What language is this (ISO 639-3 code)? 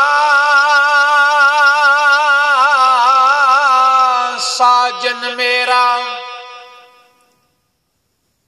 pan